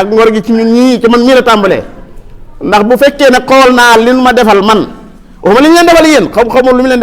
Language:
Wolof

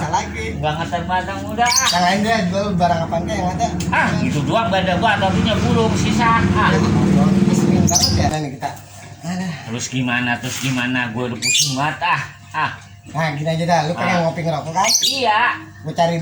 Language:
Betawi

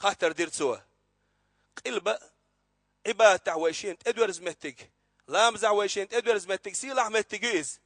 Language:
Chechen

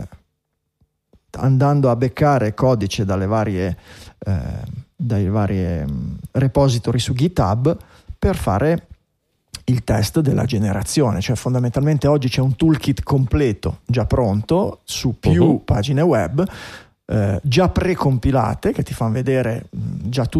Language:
Italian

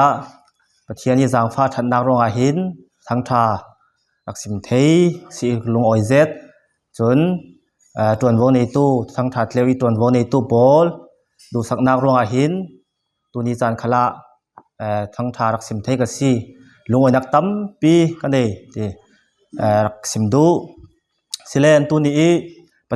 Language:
Falam Chin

